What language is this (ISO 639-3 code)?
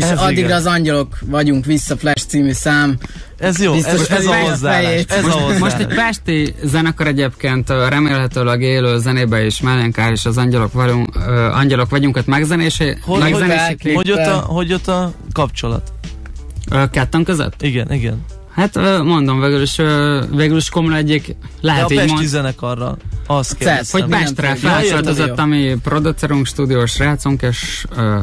hun